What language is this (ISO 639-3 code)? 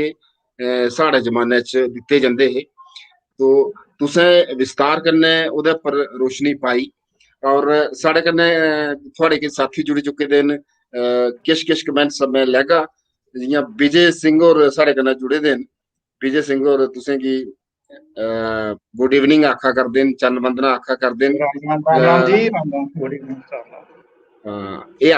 doi